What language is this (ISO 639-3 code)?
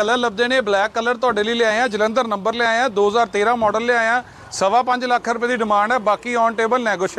pan